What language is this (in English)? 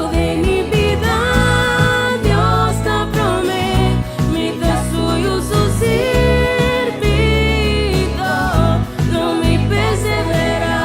Papiamento